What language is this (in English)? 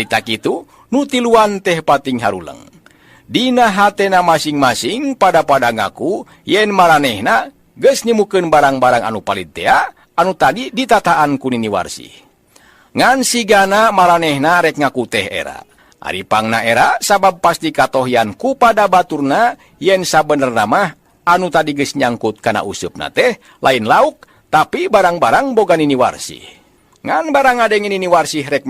Sundanese